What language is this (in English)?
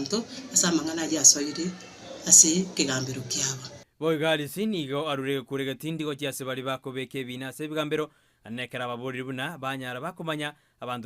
Gusii